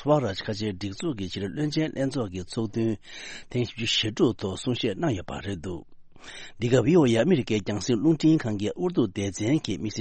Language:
Tibetan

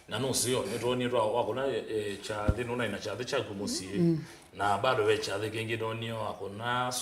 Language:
Kamba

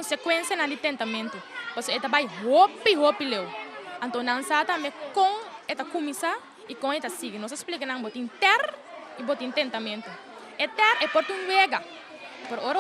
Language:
Papiamento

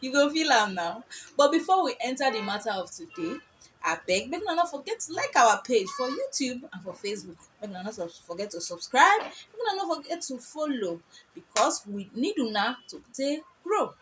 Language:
Nigerian Pidgin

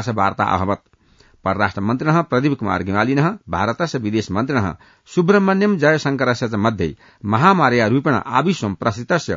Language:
Sanskrit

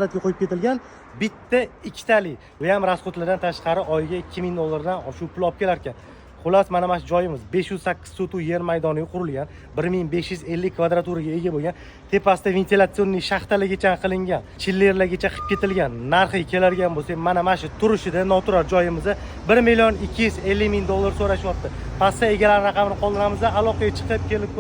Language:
Uzbek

